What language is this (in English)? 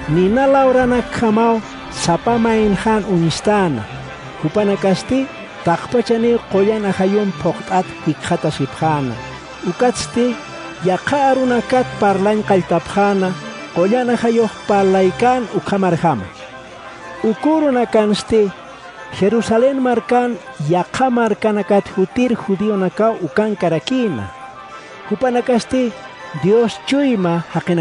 Aymara